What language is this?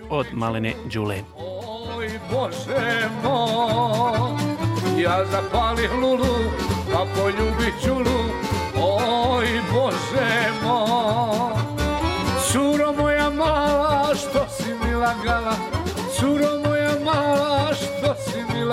Bosnian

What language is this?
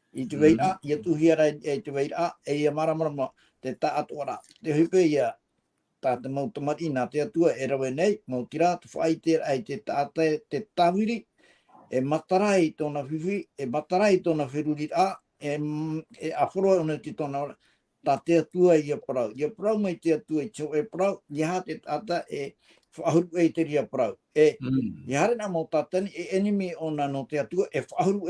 Tahitian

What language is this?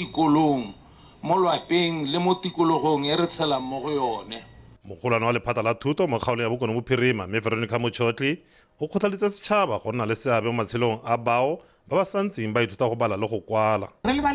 Tswana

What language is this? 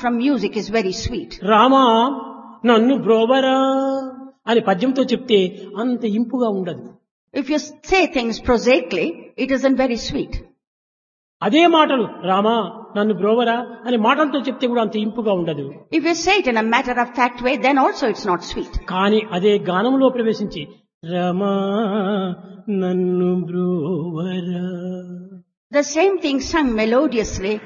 Telugu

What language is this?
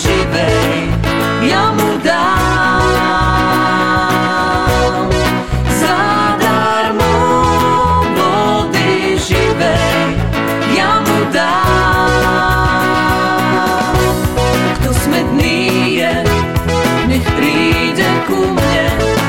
Slovak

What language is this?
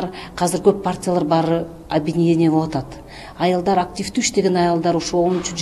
Kyrgyz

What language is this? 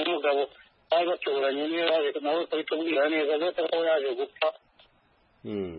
Kinyarwanda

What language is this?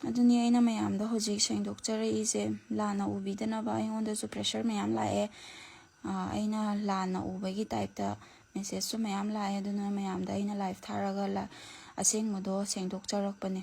Manipuri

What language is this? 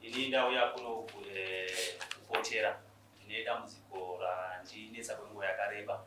Shona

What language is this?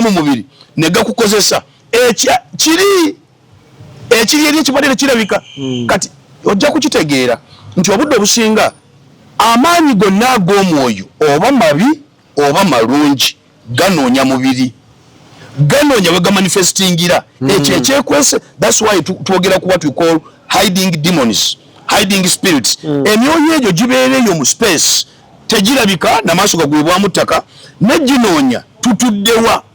Ganda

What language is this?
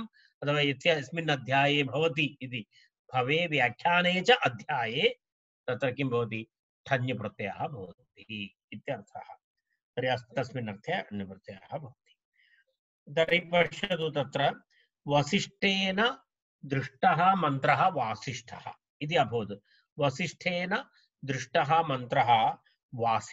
Sanskrit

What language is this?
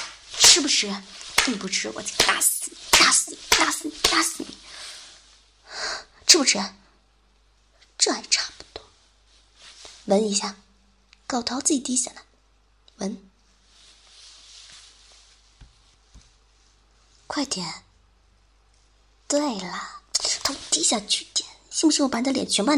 Chinese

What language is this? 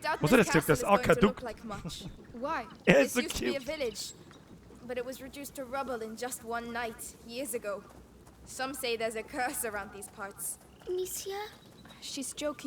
Bavarian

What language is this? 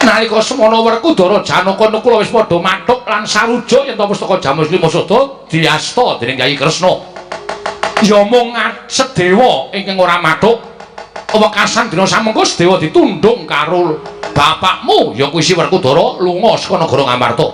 Javanese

